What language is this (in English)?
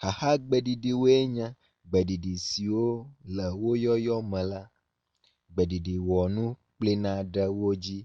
Ewe